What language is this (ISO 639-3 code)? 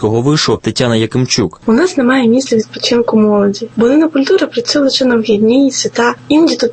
ukr